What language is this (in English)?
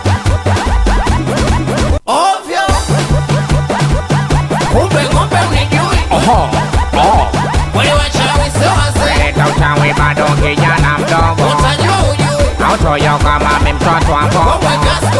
Swahili